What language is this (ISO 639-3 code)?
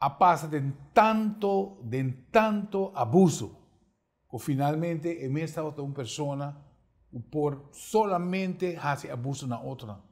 pap